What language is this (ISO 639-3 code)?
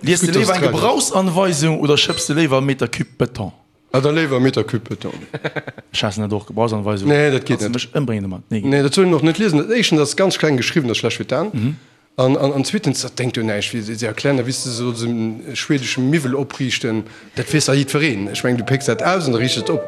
ltz